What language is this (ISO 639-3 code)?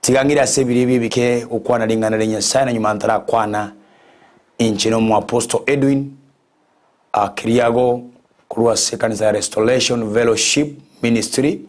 guz